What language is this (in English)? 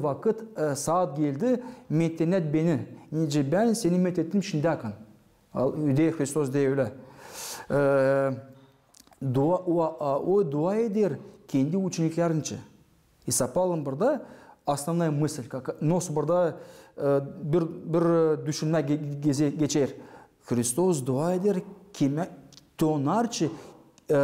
Gagauz